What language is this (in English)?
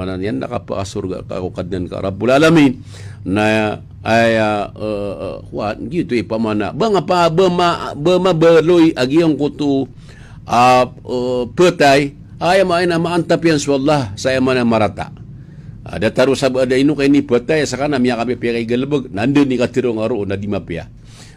Maranao